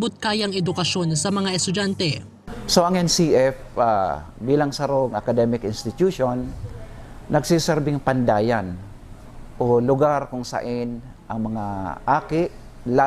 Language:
Bikol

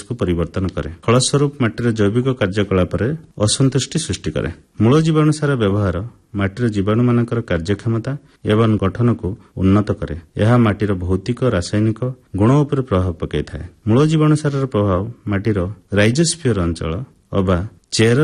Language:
Odia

